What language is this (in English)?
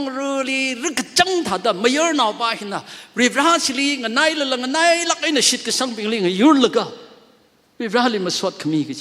Tangkhul Naga (India)